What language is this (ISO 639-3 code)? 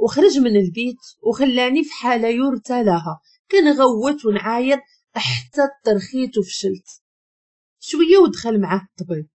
ary